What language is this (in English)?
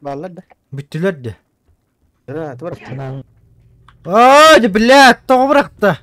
Yakut